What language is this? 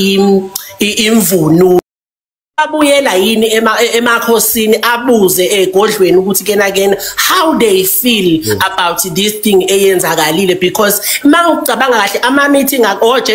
Zulu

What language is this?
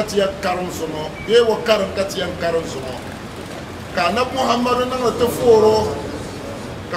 Dagbani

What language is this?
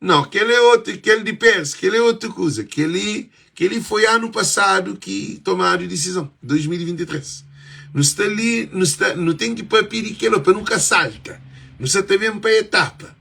Kabuverdianu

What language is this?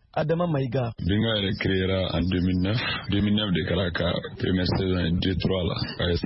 Bambara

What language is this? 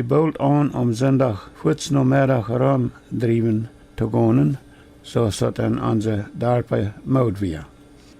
Plautdietsch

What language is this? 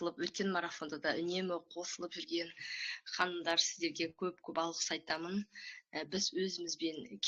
Kazakh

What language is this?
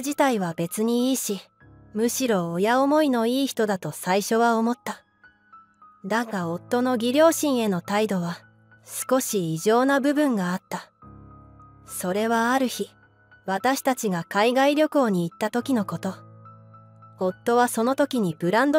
Japanese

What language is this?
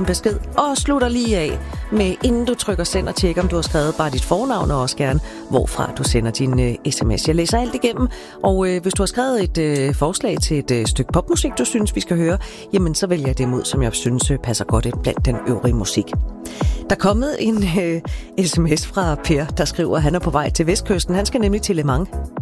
Danish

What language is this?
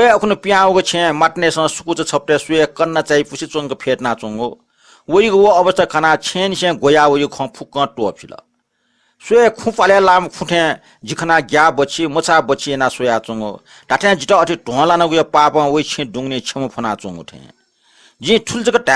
Newari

